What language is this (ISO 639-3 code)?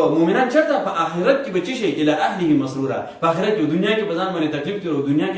pus